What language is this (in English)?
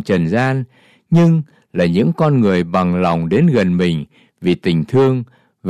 Vietnamese